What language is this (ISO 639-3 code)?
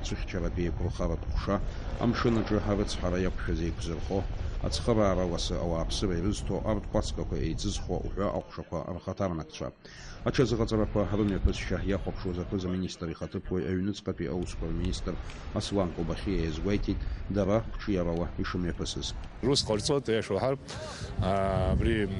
abk